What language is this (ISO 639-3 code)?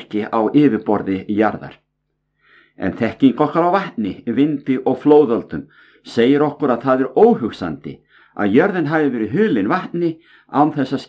isl